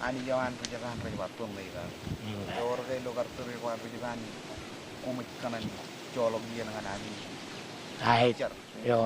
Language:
Marshallese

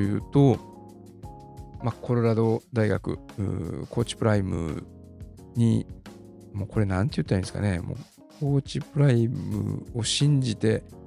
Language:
Japanese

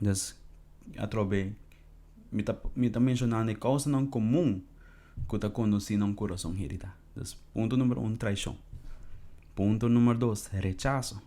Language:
Papiamento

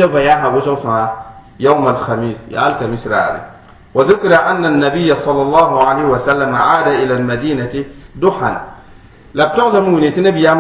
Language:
Mossi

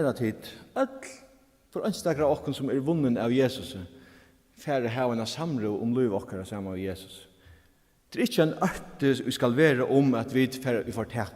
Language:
Faroese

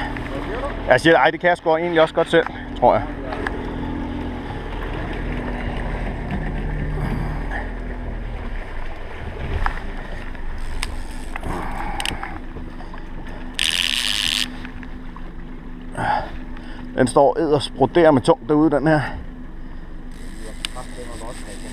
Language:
Danish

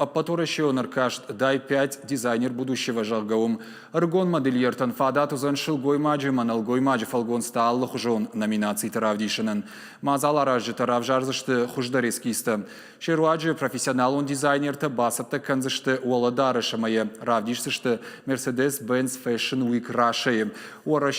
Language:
Ossetic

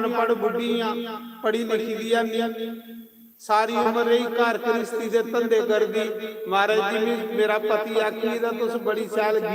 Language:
Dogri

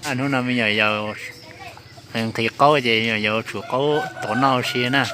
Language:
Hmong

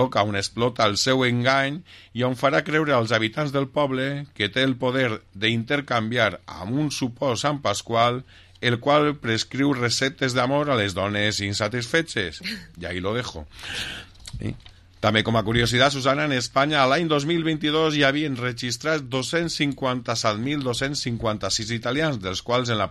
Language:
Catalan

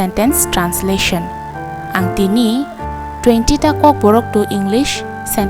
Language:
Kok Borok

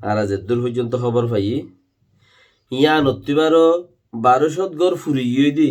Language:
Rohingya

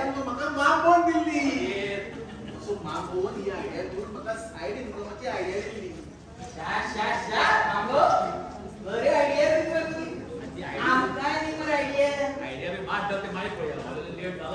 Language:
Konkani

